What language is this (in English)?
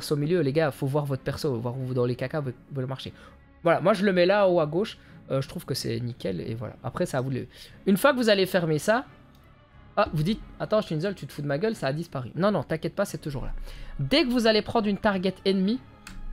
French